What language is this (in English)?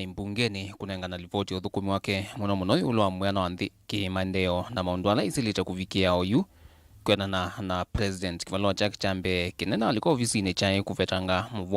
Kamba